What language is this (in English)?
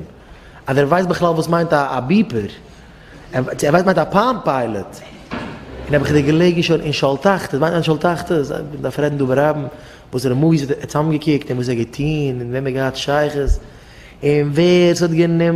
Yiddish